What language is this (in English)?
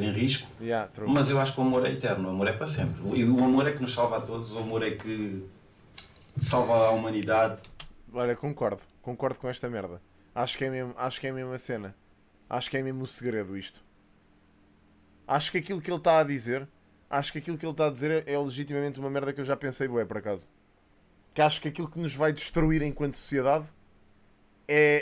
Portuguese